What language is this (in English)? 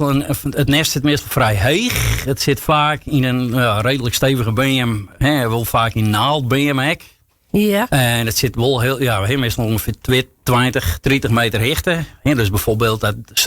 Western Frisian